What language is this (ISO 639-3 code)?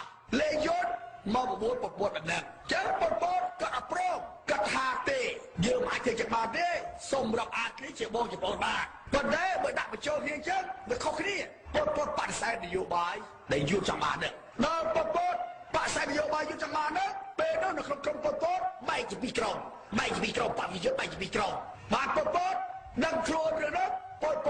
khm